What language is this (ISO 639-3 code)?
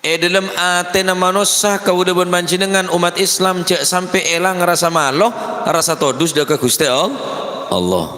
mad